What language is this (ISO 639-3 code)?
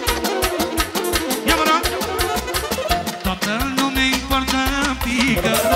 ron